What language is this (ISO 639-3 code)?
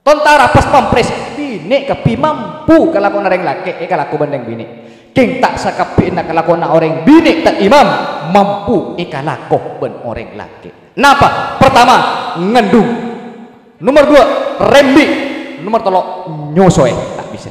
mad